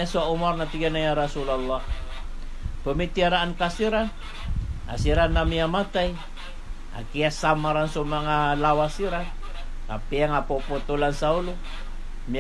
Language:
Maranao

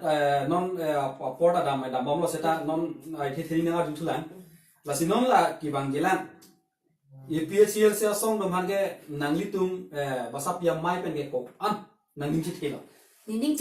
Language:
Karbi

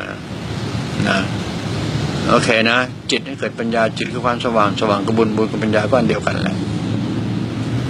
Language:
Thai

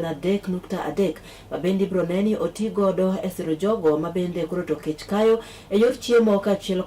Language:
Luo (Kenya and Tanzania)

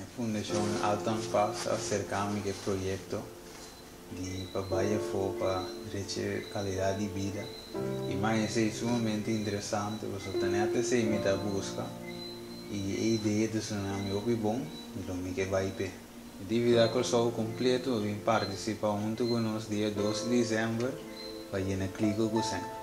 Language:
Papiamento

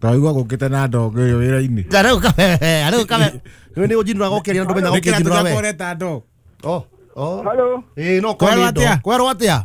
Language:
Kikuyu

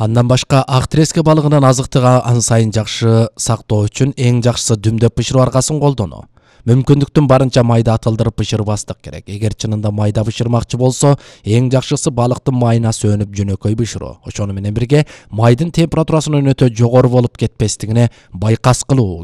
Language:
Kyrgyz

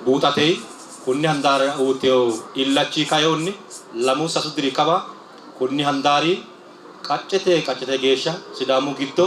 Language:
Sidamo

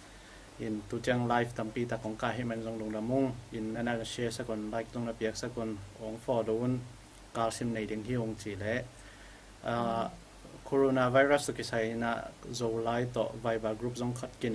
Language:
Tedim Chin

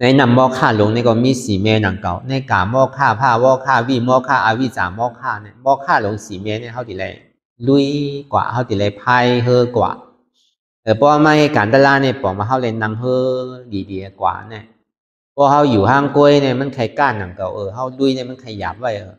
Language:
Shan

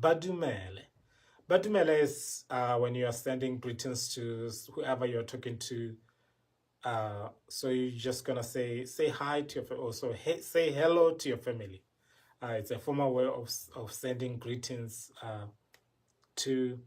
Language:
Tswana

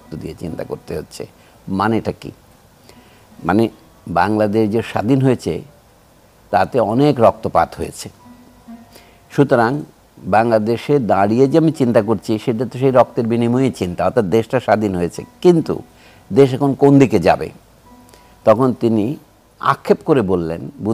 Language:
Bangla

